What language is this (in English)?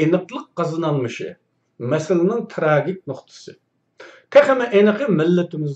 Uyghur